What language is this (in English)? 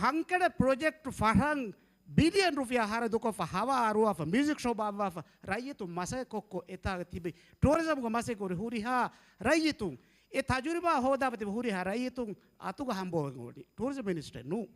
Divehi